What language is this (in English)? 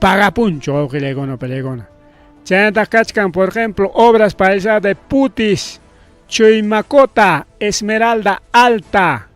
Ayacucho Quechua